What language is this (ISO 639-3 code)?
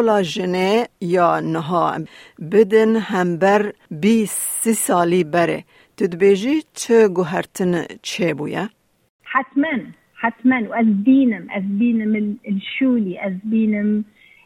kur